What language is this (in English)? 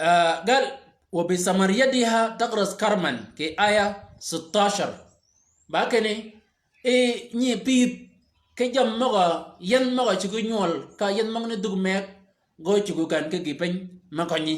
Shilluk